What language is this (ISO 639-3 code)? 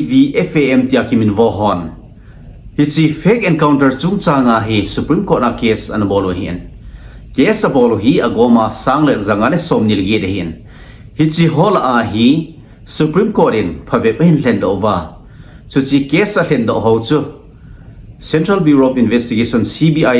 tcz